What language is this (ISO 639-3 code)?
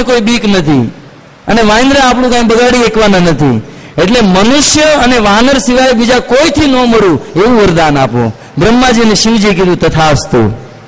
guj